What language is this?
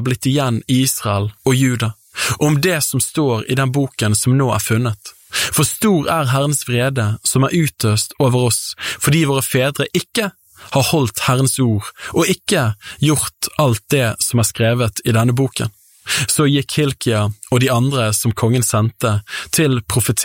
Norwegian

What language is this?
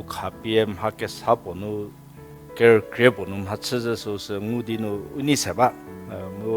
Angami Naga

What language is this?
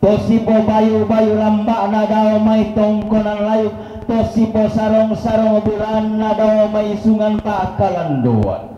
Toraja-Sa'dan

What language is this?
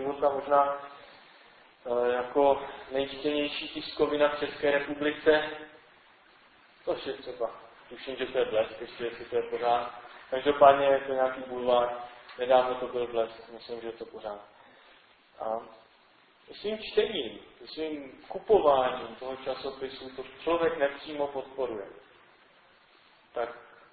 Czech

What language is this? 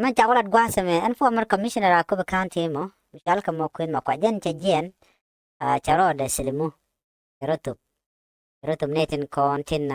Nuer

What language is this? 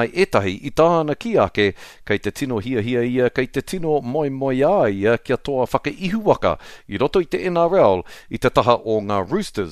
Māori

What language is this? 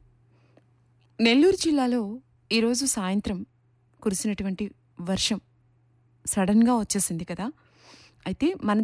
Telugu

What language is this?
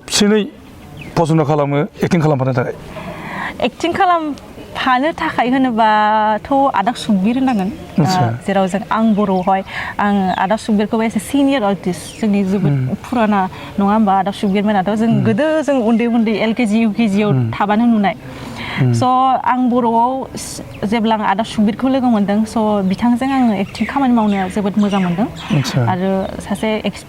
Bodo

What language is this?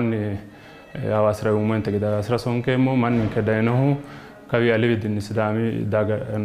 Sidamo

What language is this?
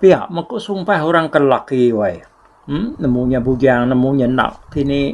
Iban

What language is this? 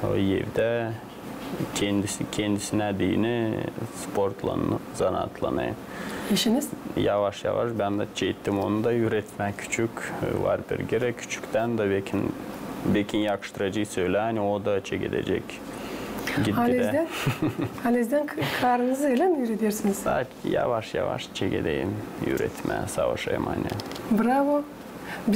Gagauz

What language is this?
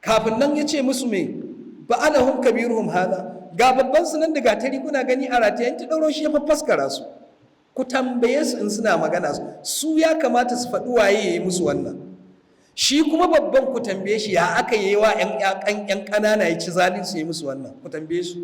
Hausa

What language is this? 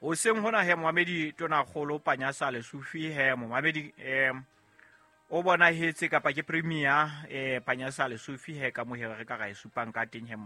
Southern Sotho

